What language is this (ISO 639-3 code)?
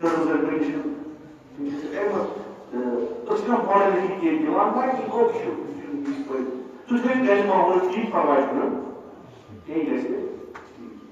kas